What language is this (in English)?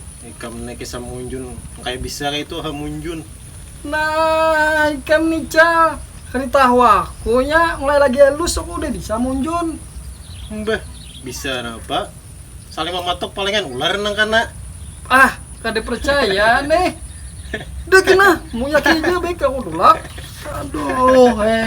Banjar